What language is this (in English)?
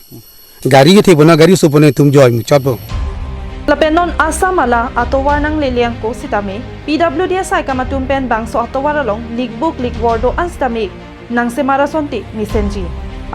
Karbi